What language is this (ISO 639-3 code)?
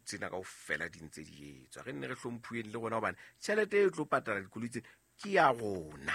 sot